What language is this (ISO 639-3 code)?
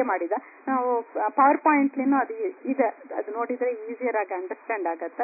kan